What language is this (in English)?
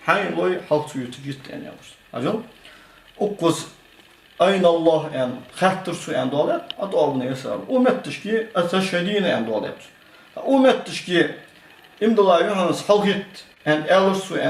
Ingush